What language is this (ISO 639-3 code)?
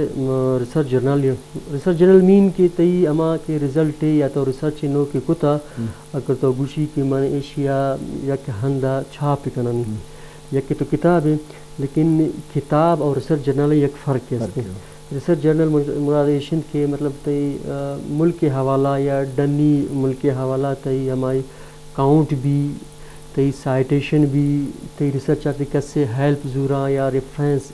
bgp